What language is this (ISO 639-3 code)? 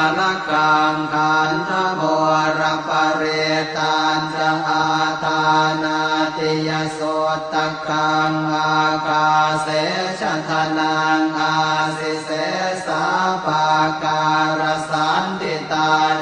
pli